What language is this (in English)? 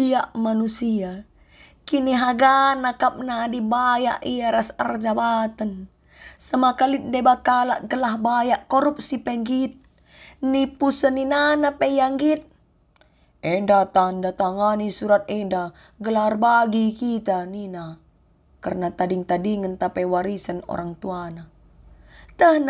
Batak Karo